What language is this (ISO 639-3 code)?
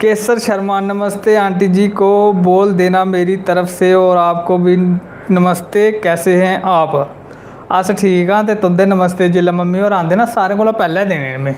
doi